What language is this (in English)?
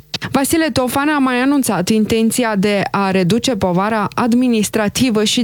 Romanian